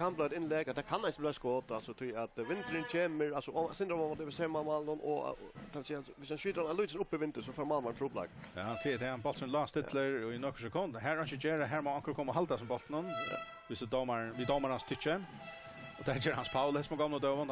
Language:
Faroese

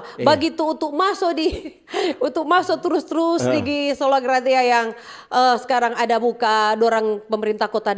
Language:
Manado Malay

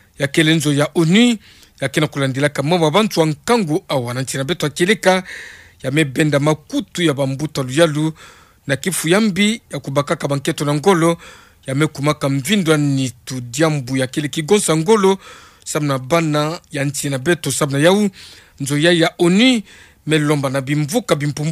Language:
Kituba (Democratic Republic of Congo)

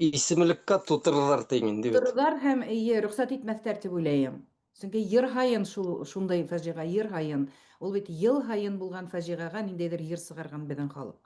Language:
Bashkir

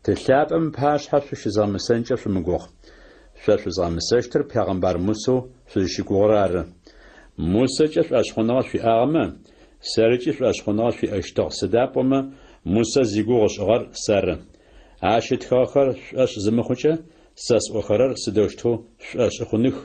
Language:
Adyghe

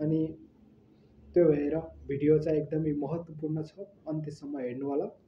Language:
Nepali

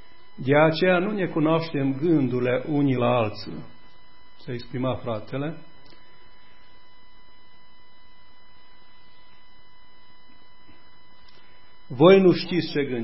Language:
Romanian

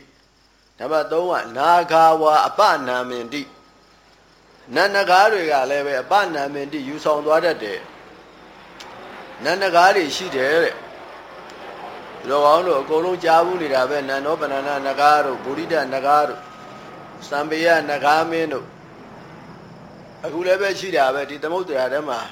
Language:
Burmese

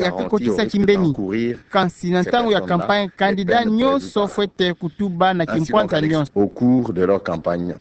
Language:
Kituba (Democratic Republic of Congo)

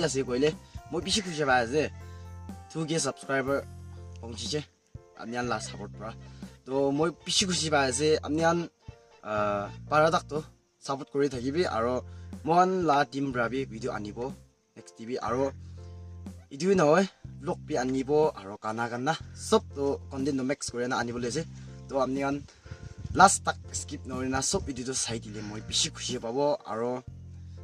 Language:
Naga Pidgin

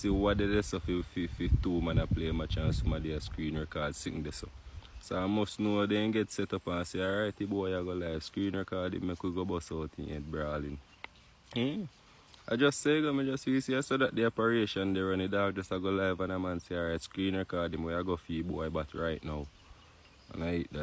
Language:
Jamaican Creole English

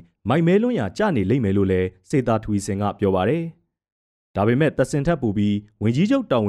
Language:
Burmese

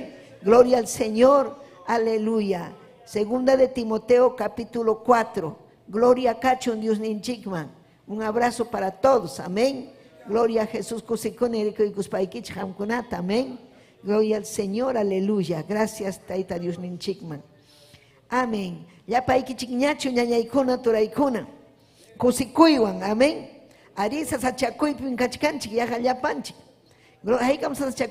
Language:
Ayacucho Quechua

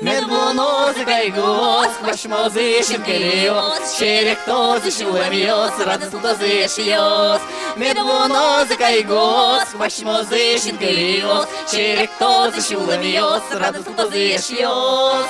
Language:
Udmurt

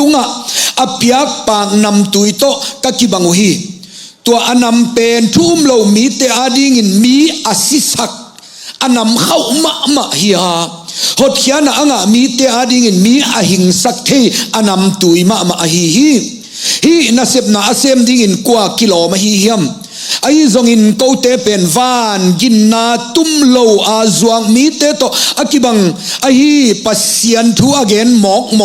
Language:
Tedim Chin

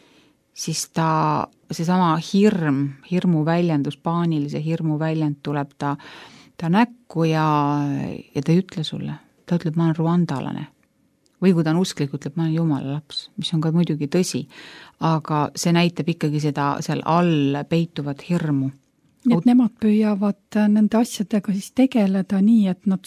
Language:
Estonian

